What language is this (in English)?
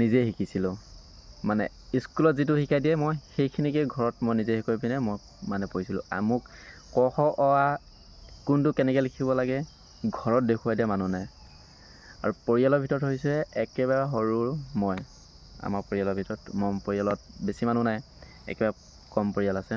Assamese